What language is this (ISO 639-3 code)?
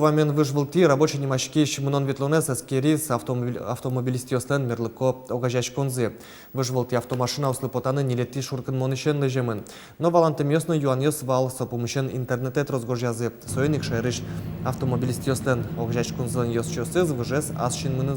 udm